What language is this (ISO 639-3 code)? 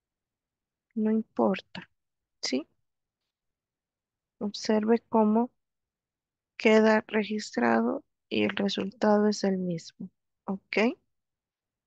spa